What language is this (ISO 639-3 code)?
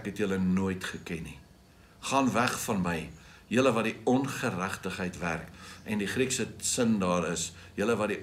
afr